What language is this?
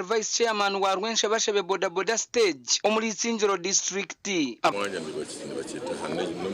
Nyankole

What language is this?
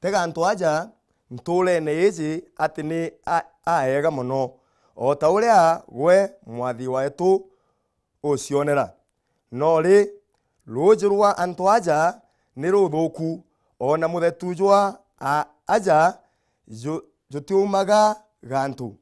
Meru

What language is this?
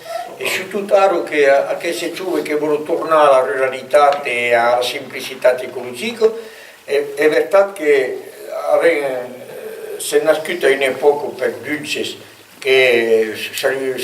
Occitan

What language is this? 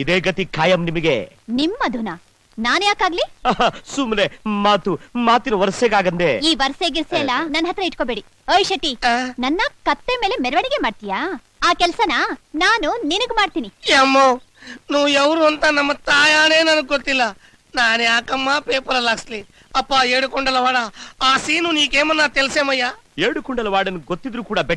Kannada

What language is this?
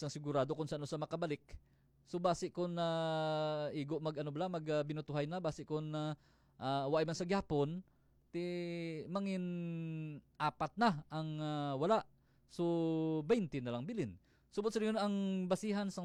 Hiligaynon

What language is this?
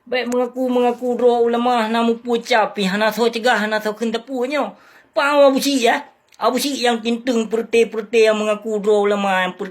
Achinese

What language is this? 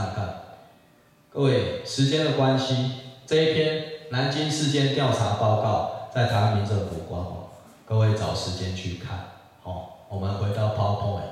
Chinese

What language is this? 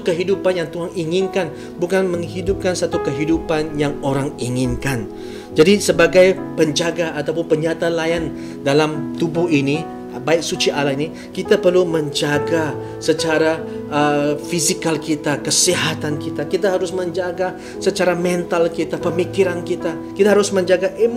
Malay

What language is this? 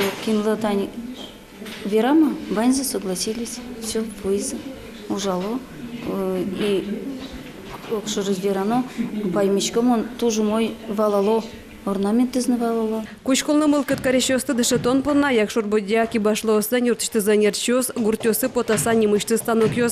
Udmurt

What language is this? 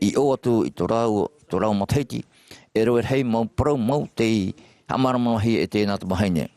Tahitian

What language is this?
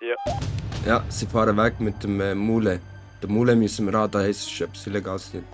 Swiss German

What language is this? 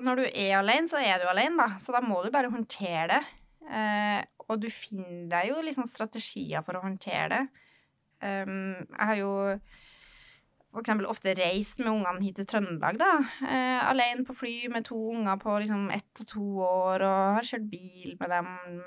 Norwegian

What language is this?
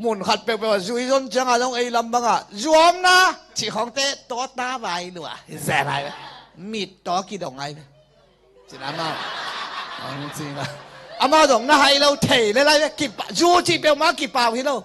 Tedim Chin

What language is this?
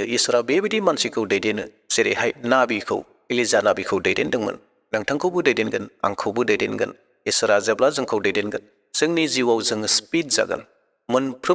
Bodo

